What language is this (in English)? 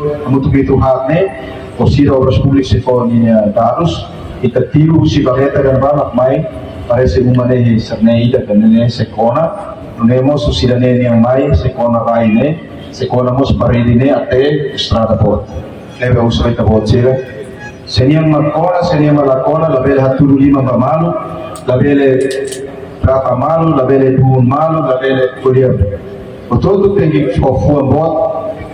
Tetum